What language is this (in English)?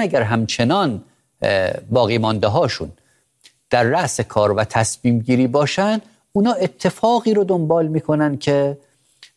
Persian